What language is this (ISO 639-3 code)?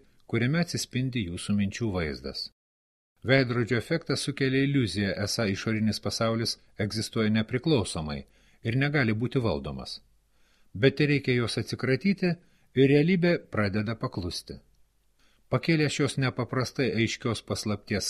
lit